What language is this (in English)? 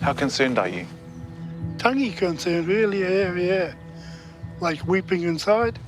Māori